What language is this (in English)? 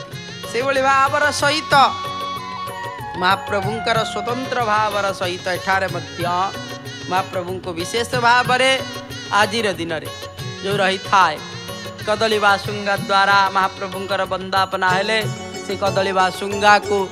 Odia